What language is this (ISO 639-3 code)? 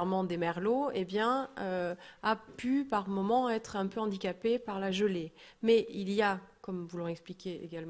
fra